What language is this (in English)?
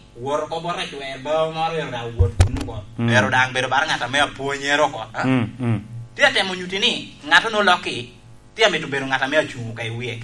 Lango (Uganda)